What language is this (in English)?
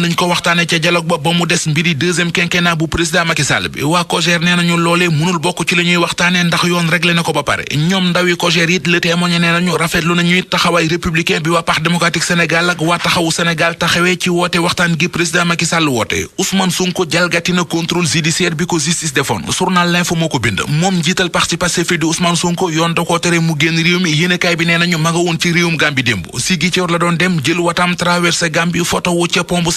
Wolof